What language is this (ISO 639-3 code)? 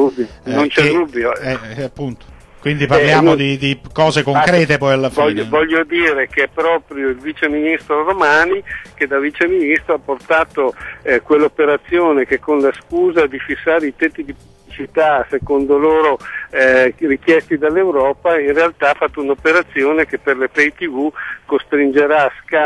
ita